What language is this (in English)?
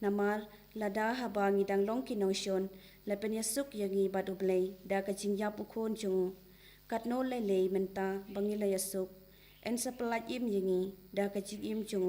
Khasi